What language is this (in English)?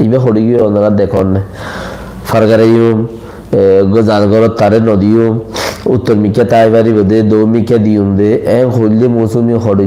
Rohingya